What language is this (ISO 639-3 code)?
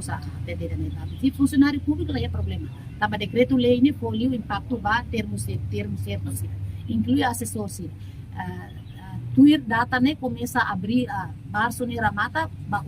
tet